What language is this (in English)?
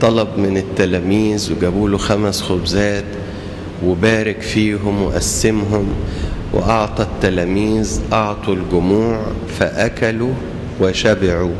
Egyptian Arabic